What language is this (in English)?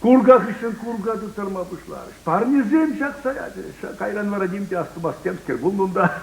Chuvash